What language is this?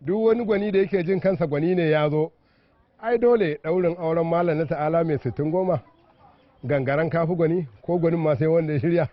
Hausa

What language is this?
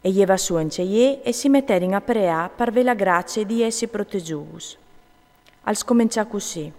Friulian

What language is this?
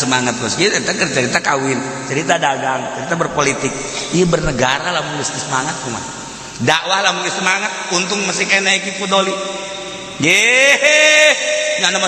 Sundanese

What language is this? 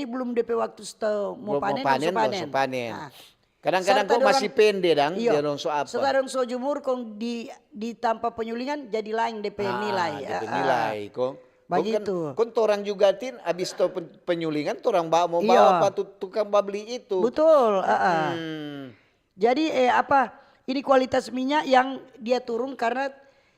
Manado Malay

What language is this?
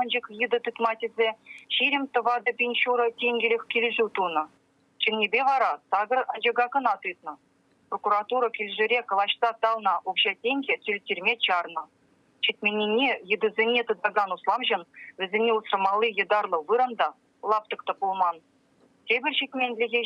Chuvash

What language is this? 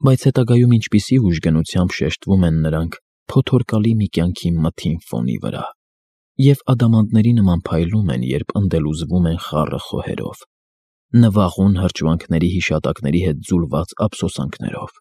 Armenian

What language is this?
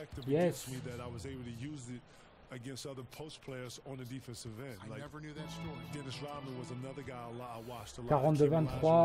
French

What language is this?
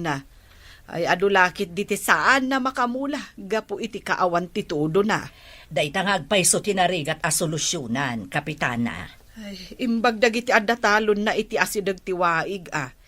Iloko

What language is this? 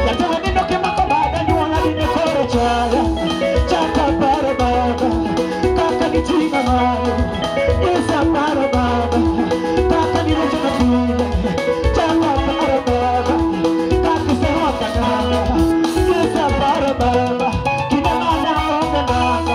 Luo (Kenya and Tanzania)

